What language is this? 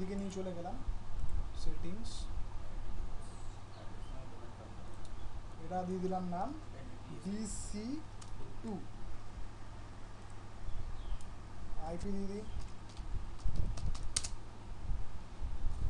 Bangla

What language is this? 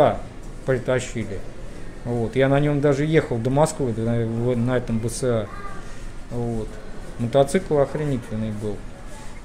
Russian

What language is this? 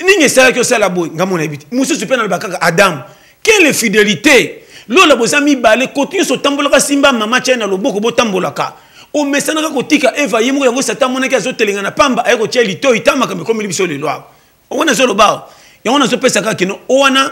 Lingala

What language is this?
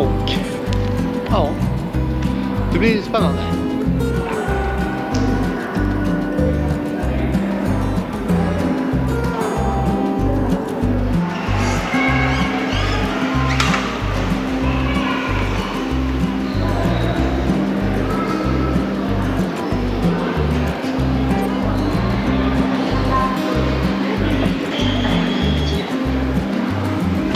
Swedish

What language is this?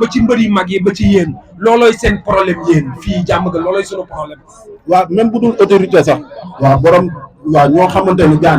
Wolof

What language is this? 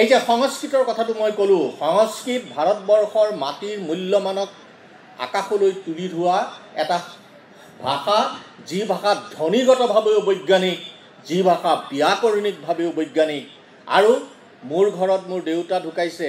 Assamese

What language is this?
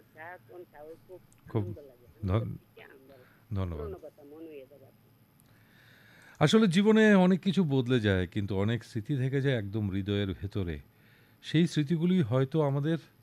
Bangla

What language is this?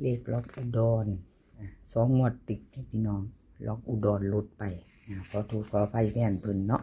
Northeastern Thai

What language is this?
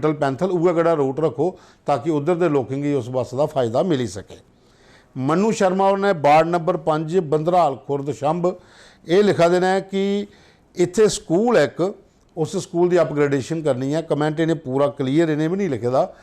Dogri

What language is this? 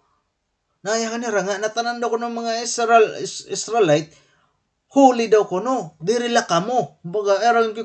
Waray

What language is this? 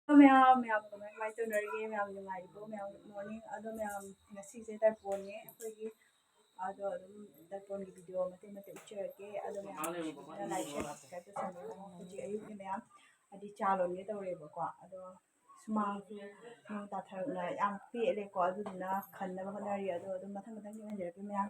Manipuri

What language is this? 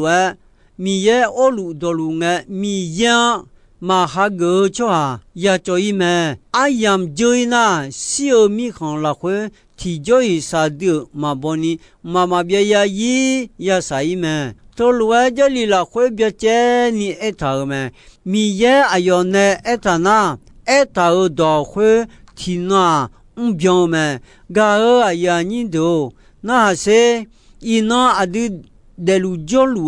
Akha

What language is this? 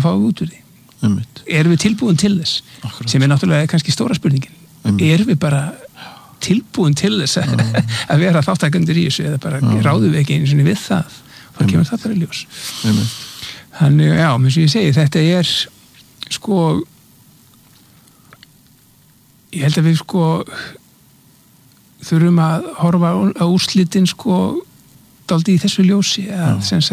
Icelandic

